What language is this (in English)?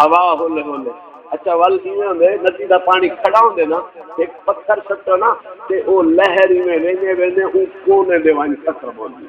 Saraiki